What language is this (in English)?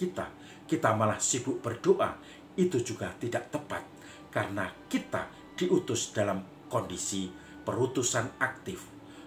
Indonesian